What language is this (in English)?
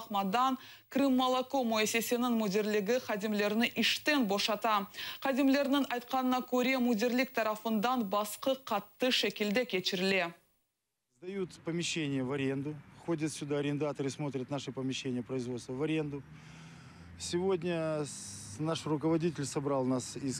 Crimean Tatar